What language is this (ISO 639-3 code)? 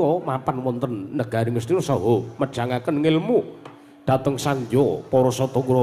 jav